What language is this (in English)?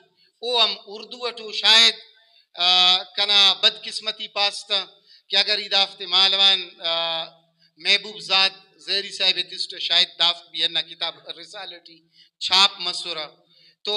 Brahui